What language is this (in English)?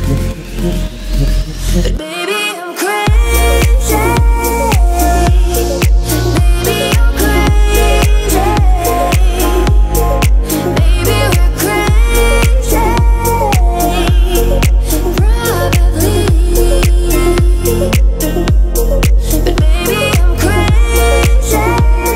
English